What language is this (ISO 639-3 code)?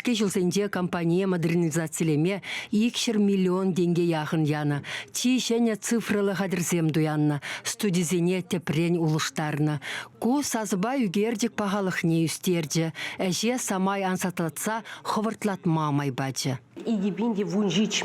chv